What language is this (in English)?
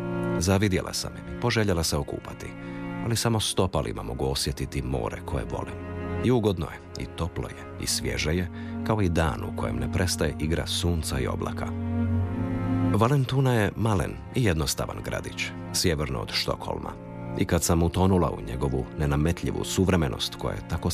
Croatian